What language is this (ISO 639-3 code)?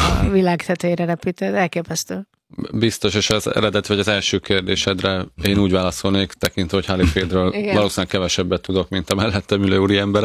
hun